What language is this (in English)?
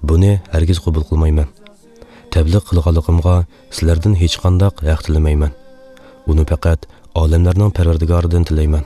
Uyghur